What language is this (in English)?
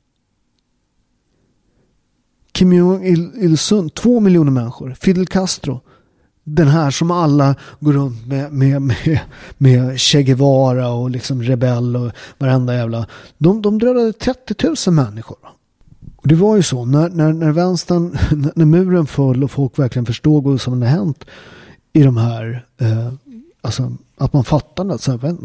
Swedish